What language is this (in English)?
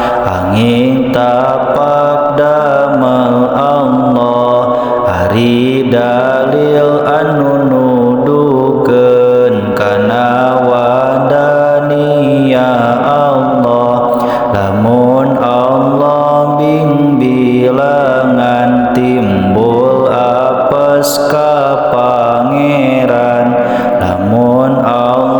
Sundanese